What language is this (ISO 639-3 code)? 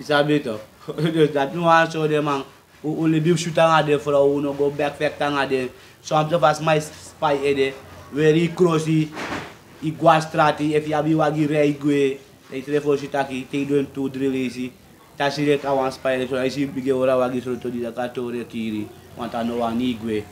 srn